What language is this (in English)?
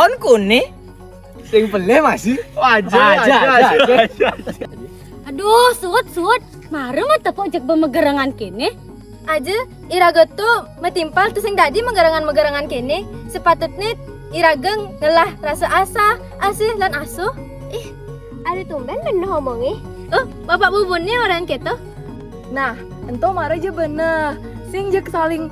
Balinese